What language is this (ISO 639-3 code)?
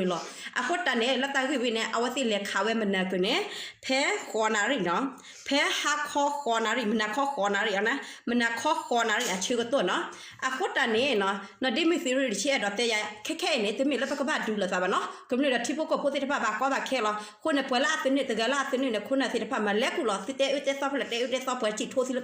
ksw